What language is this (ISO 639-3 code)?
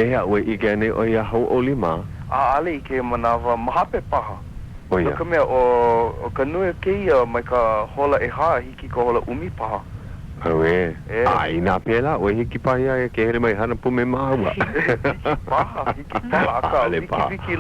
haw